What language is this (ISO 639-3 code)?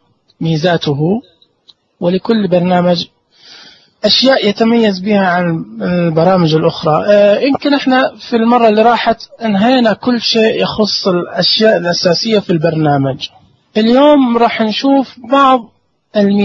ars